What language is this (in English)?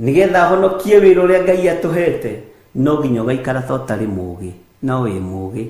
Kikuyu